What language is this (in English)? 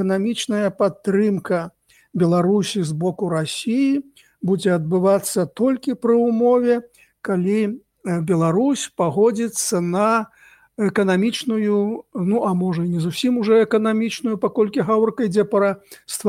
Belarusian